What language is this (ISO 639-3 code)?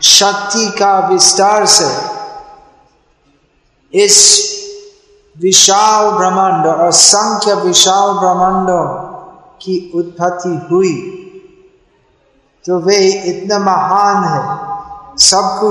hin